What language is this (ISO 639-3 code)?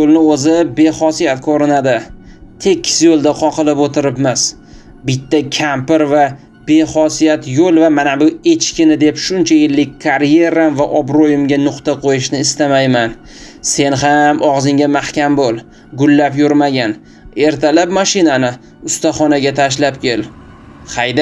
uzb